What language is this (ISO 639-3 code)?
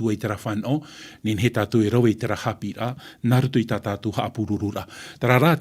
tah